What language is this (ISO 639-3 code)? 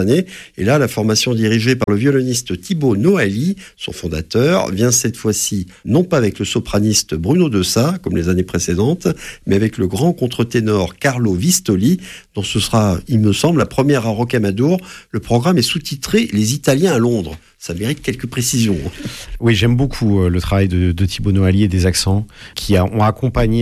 fra